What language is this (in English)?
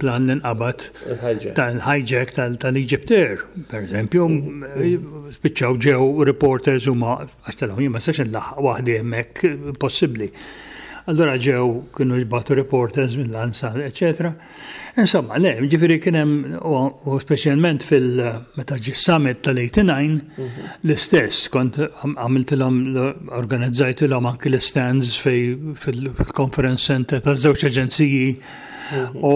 Maltese